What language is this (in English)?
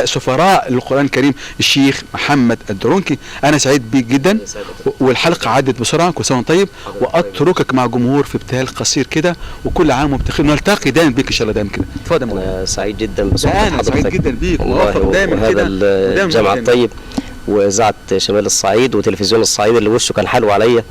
Egyptian Arabic